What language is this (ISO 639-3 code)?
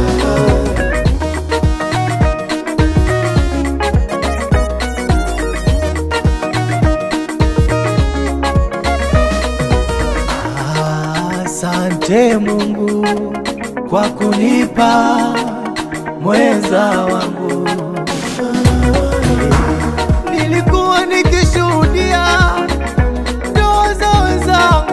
swa